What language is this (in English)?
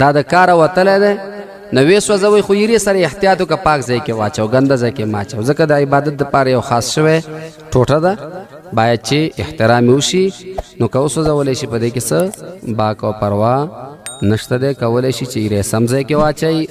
Pashto